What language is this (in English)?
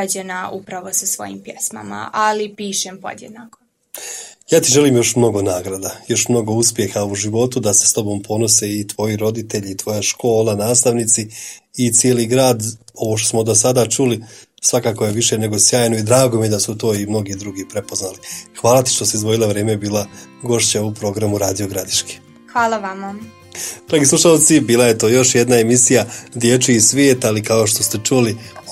Croatian